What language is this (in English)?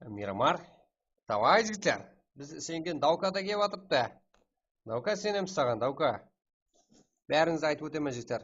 Kara-Kalpak